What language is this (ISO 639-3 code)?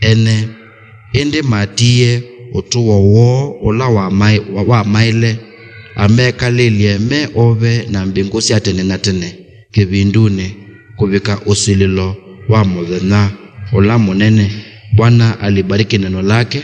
kam